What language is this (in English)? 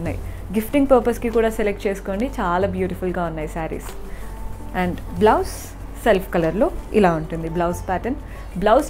Telugu